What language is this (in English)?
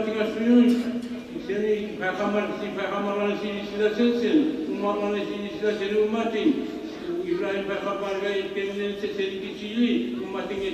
Kumyk